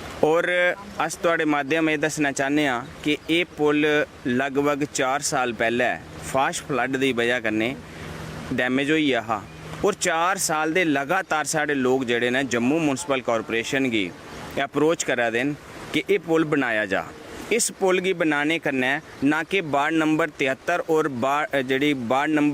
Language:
Dogri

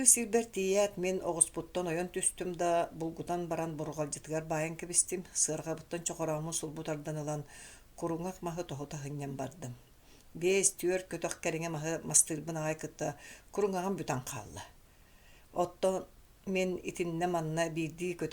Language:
Yakut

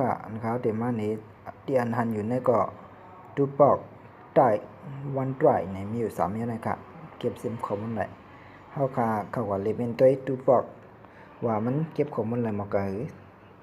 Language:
Shan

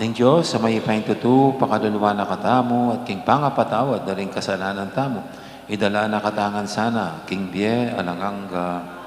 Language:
Pampanga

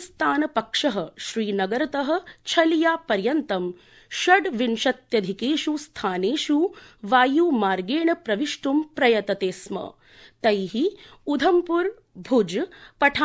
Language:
Sanskrit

